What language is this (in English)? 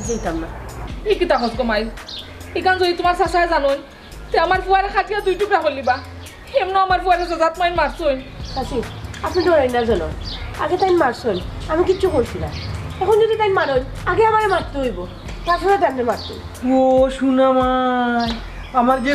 Sylheti